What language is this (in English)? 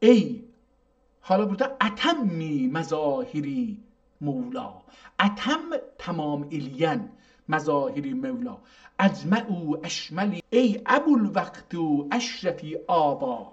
South Azerbaijani